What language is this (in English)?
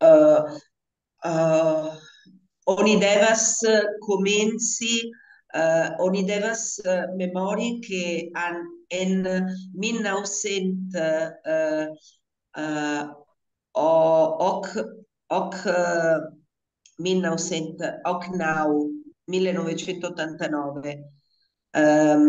Esperanto